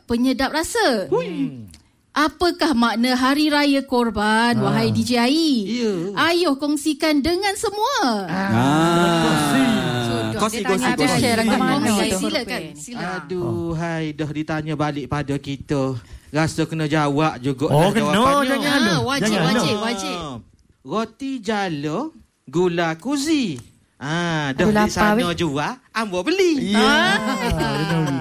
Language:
Malay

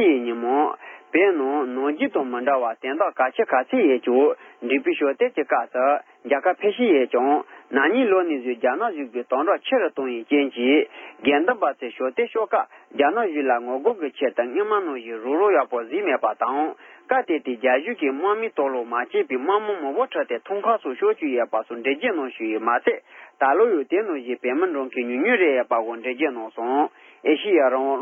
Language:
Tibetan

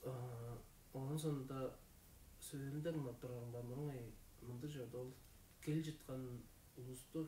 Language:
Tuvinian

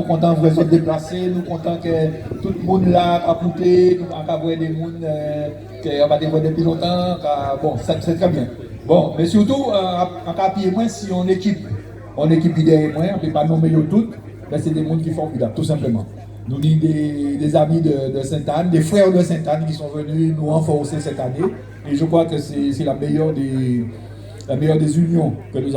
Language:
Guadeloupean Creole French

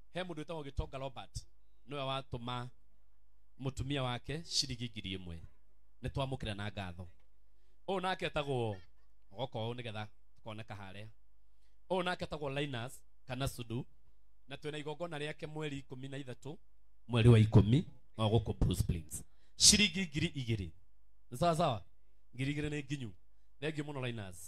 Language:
Kikuyu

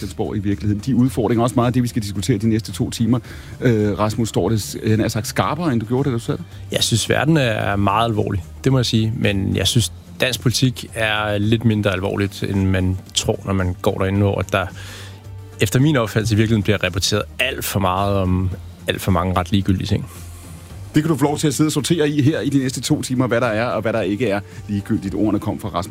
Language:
Danish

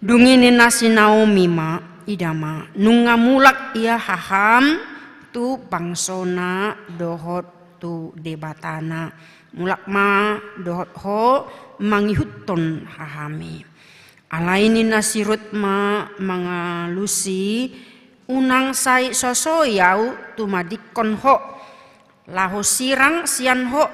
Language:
Batak Toba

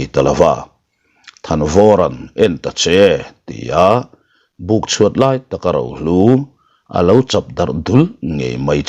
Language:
Mizo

